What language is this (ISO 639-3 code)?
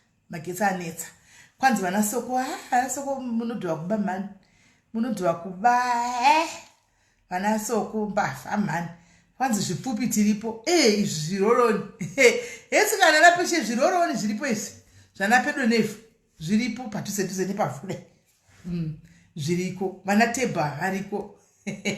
sna